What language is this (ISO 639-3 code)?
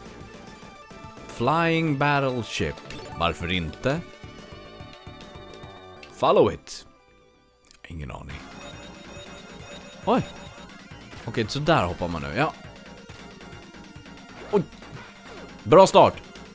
swe